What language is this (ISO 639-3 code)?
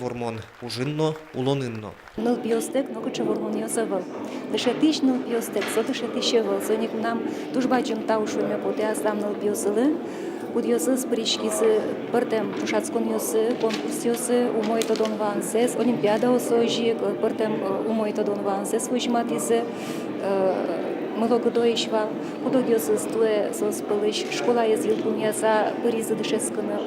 udm